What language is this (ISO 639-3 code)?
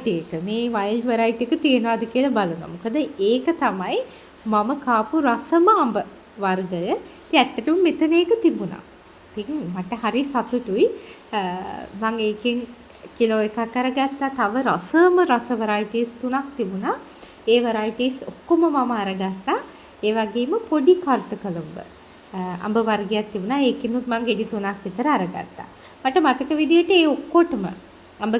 sin